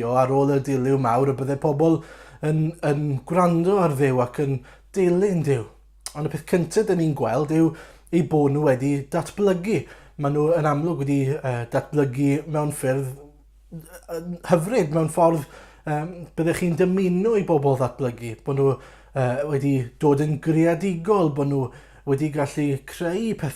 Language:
Welsh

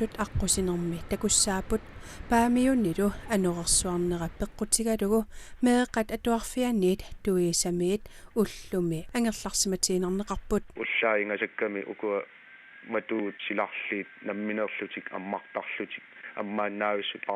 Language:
Kalaallisut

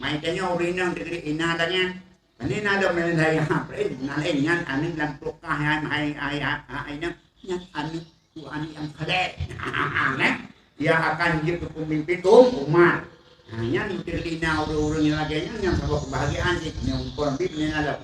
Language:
Achinese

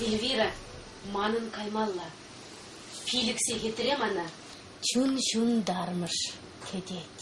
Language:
Chuvash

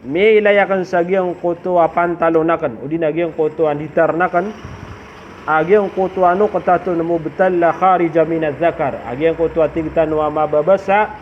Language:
Maranao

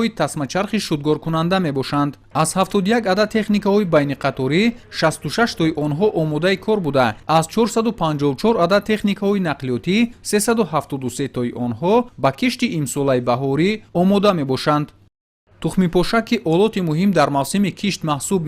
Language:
Tajik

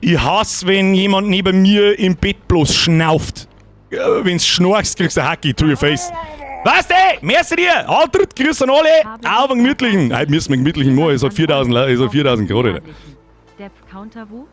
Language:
Bavarian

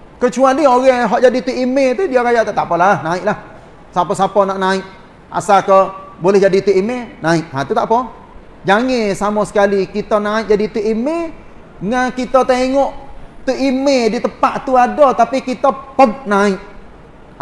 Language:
Malay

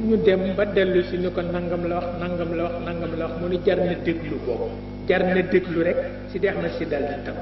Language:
Wolof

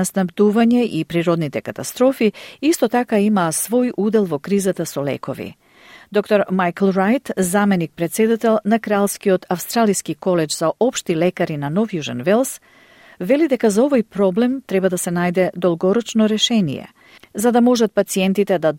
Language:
Macedonian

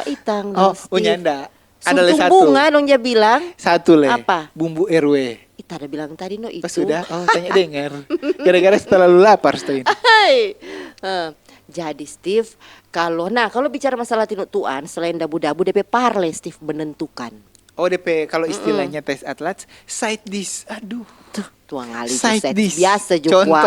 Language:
Manado Malay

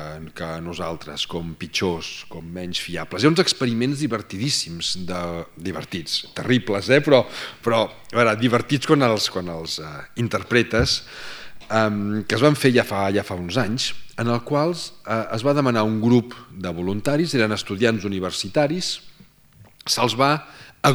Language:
Catalan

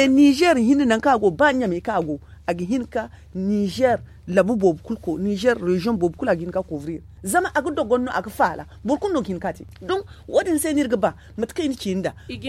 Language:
Zarma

